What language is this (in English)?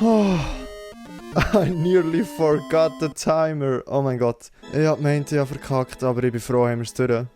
Swiss German